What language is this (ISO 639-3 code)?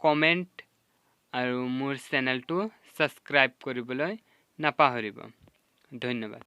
asm